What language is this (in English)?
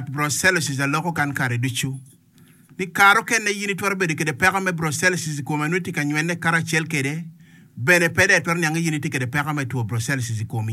Acoli